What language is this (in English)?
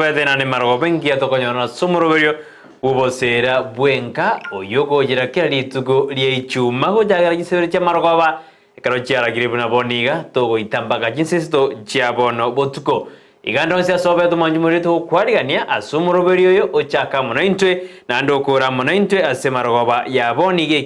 Gusii